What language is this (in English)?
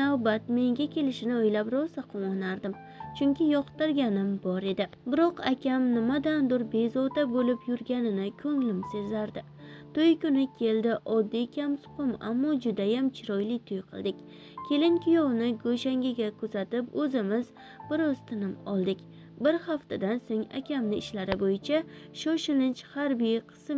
Uzbek